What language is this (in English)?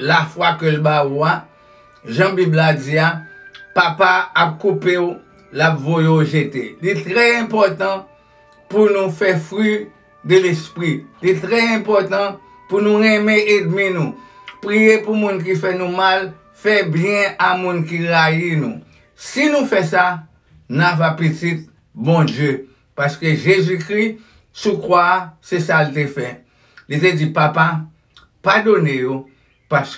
Haitian Creole